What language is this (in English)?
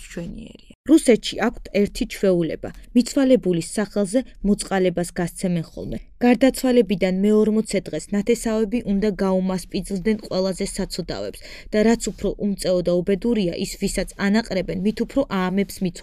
Georgian